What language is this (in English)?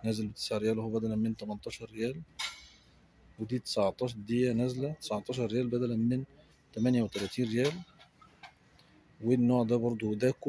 Egyptian Arabic